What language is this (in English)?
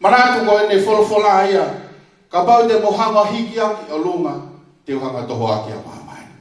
Tongan